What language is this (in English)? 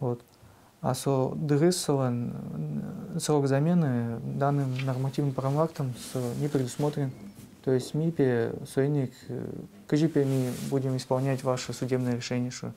Udmurt